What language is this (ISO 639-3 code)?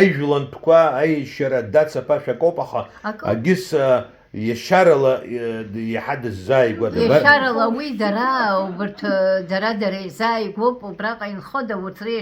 abk